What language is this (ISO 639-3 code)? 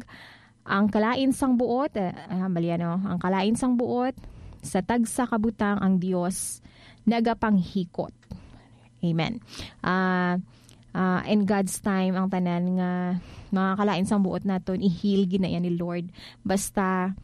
hil